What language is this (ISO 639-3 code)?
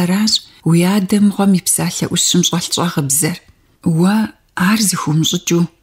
kbd